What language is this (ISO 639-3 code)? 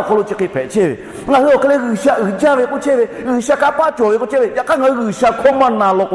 lhu